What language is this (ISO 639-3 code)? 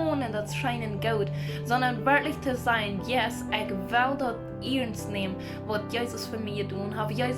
pdt